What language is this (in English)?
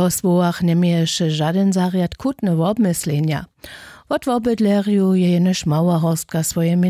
Upper Sorbian